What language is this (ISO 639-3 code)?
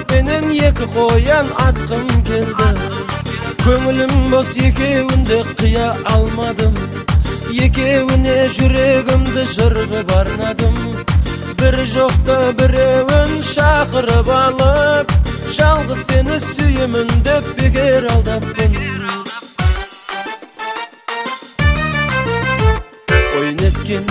kaz